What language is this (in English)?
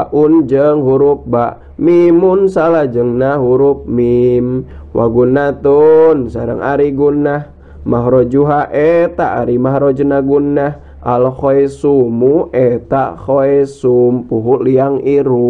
Sundanese